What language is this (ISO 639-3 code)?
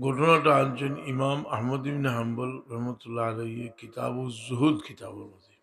syl